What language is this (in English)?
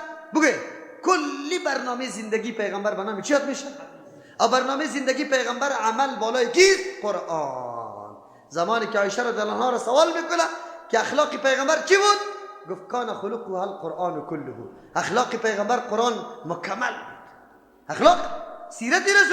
Persian